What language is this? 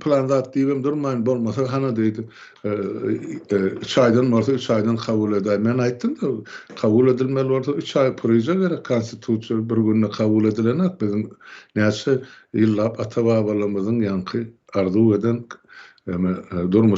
Turkmen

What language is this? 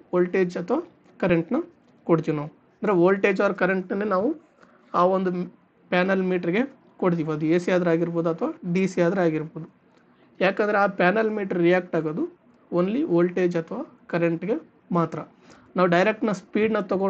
Kannada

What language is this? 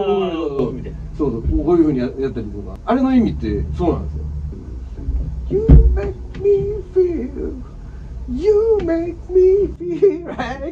Japanese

